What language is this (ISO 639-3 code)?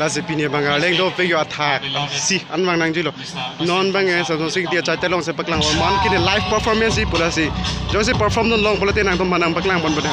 mjw